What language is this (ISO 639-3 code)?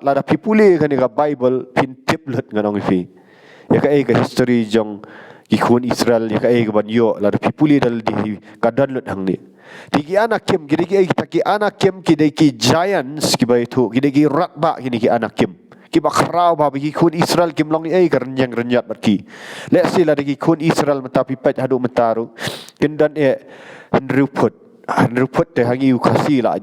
kha